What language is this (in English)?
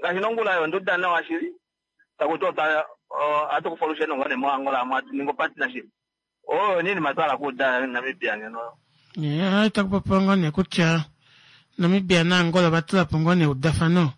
Kuanyama